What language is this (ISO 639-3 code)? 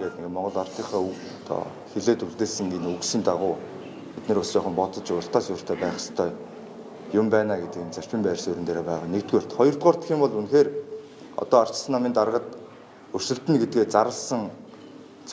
mon